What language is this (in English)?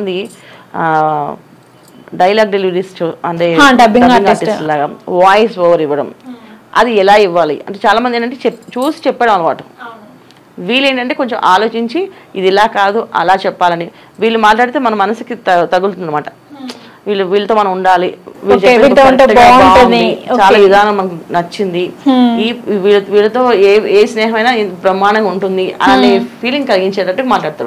Telugu